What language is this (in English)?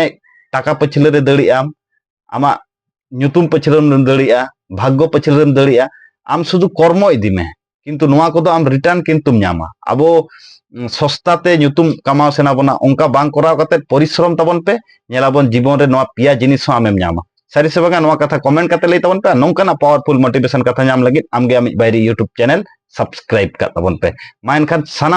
Santali